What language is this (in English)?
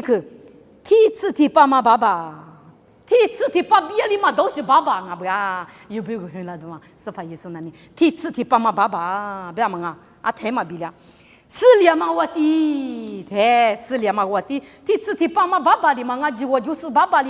Lisu